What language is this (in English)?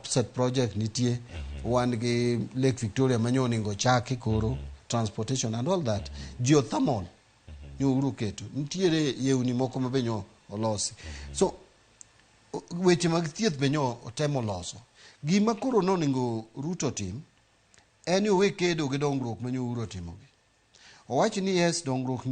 Luo (Kenya and Tanzania)